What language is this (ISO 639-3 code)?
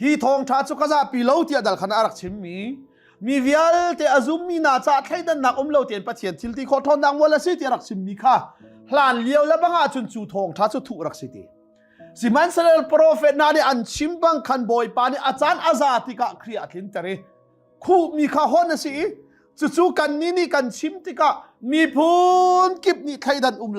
cnh